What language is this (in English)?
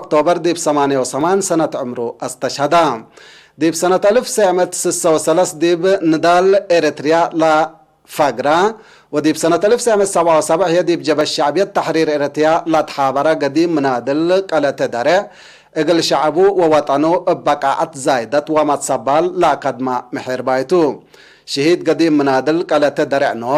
Tigre